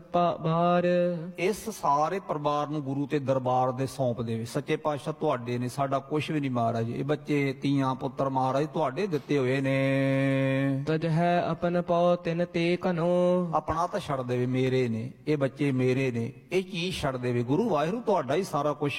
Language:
Punjabi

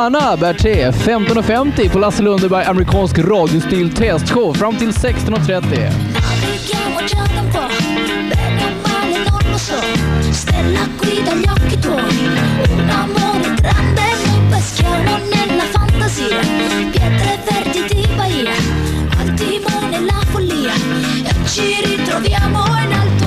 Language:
Swedish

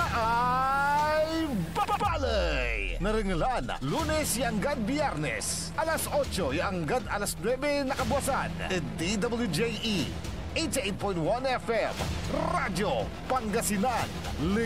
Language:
Pangasinan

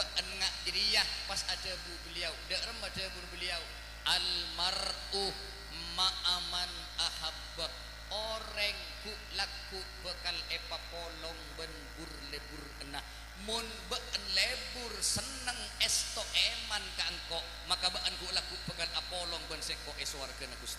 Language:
Madurese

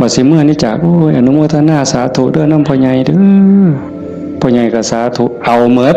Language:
Northeastern Thai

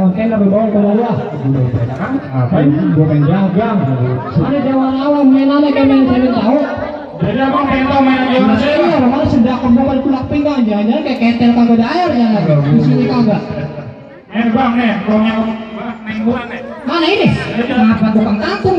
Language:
Betawi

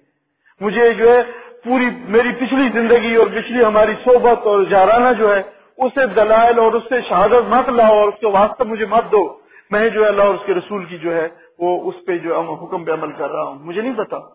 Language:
Urdu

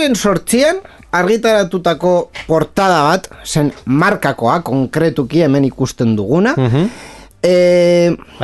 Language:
Basque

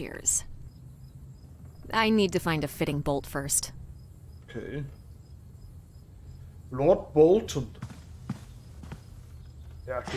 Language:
German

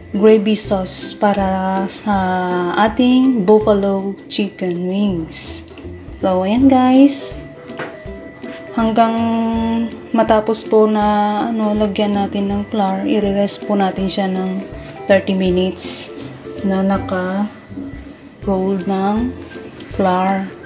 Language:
Filipino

